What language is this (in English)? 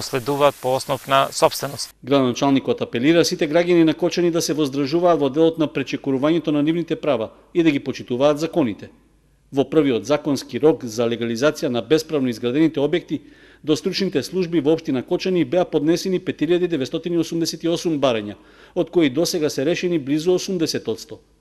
Macedonian